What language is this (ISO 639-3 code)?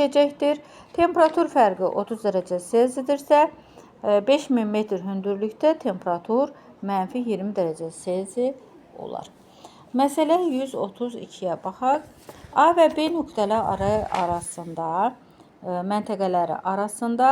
aze